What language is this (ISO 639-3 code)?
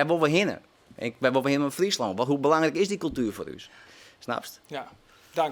fry